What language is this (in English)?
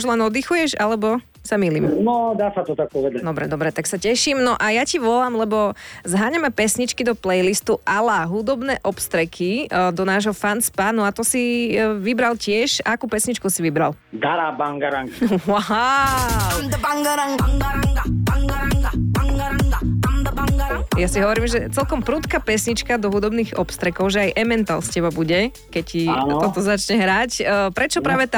Slovak